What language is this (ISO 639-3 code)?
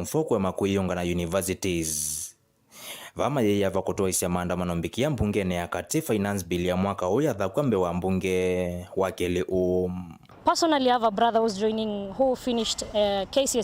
kam